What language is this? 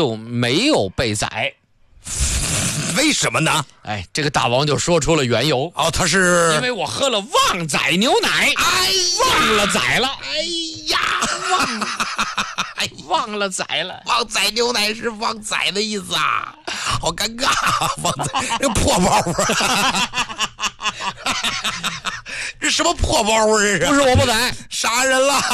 Chinese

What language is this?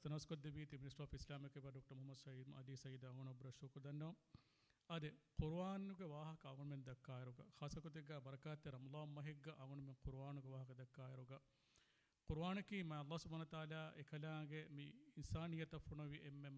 Divehi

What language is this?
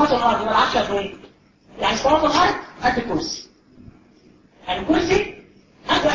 Egyptian Arabic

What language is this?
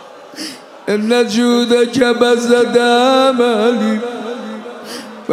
Persian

